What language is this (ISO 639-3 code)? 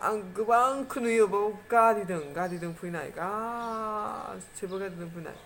brx